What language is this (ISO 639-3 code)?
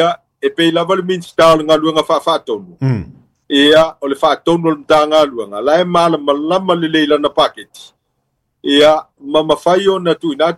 smo